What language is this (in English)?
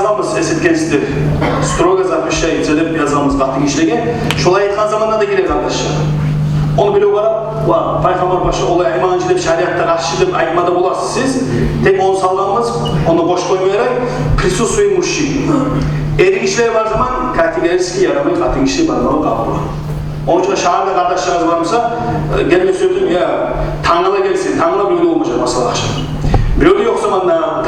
Kumyk